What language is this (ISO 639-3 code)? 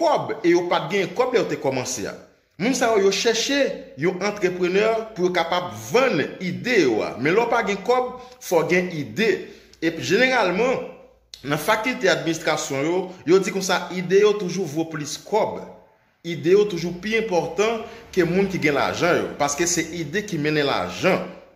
hat